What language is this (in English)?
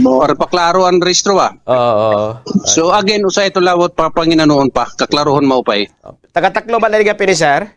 Waray